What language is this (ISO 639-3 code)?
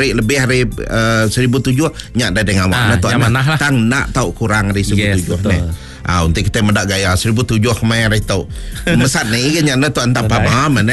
msa